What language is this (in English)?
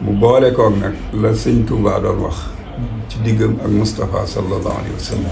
Wolof